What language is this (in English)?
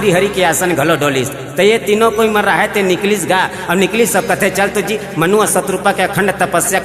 Chhattisgarhi